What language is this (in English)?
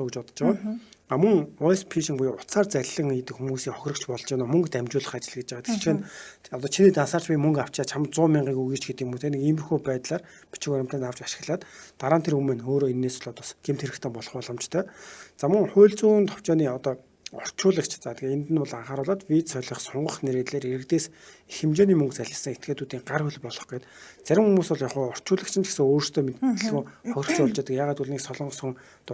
Mongolian